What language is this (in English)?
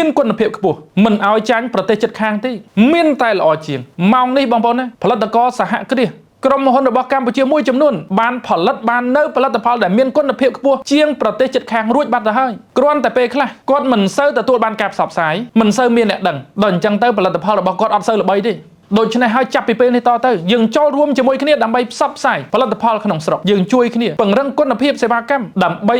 Khmer